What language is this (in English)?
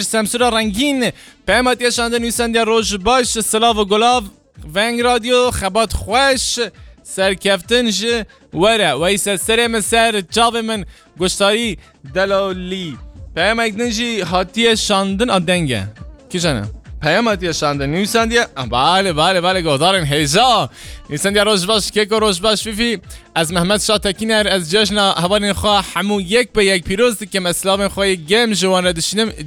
Kurdish